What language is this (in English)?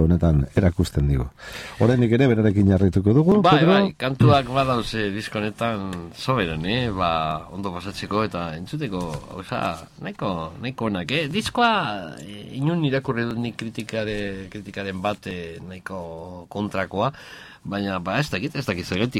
Basque